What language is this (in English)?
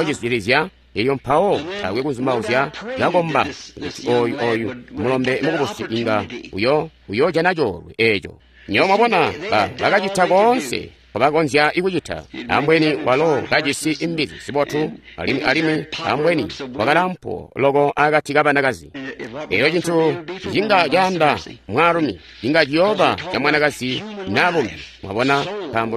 Tonga (Zambia)